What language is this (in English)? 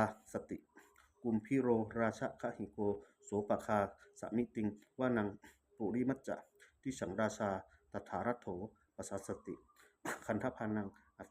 Pali